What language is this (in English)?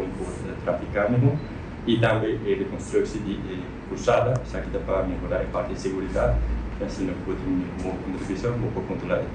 Papiamento